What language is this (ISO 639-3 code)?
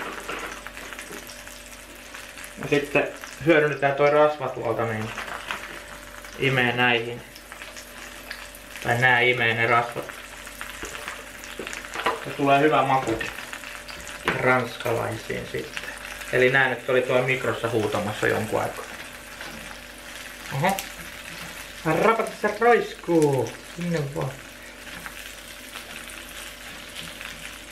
fin